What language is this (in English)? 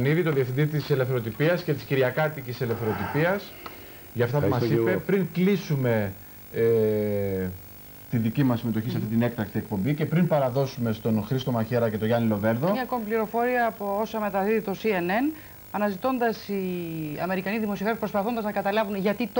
Greek